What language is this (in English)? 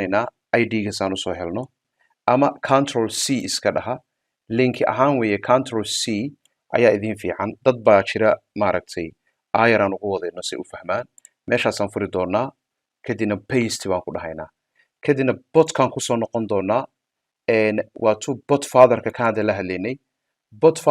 Somali